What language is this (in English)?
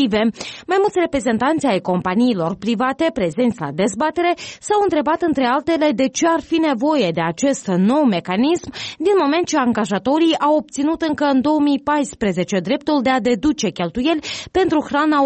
Romanian